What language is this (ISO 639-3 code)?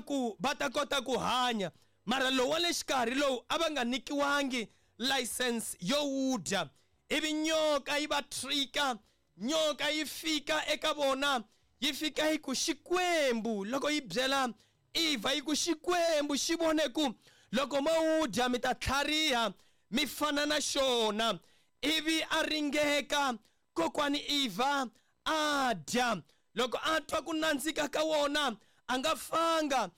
tso